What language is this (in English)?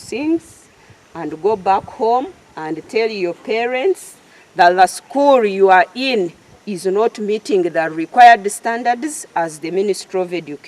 Nyankole